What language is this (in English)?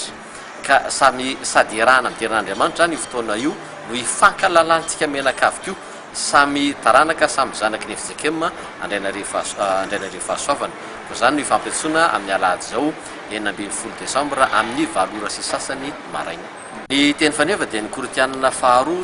Malagasy